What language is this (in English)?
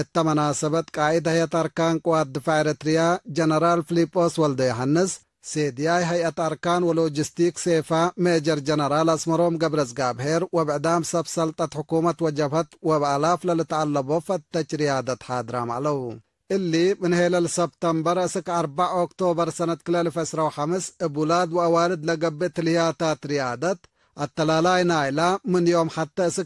Tigre